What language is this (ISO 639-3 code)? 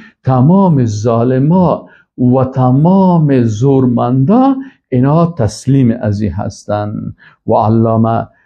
fas